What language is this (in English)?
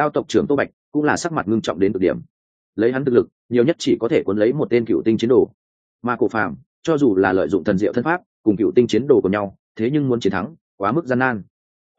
Vietnamese